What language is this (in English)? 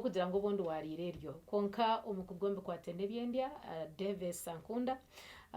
Nyankole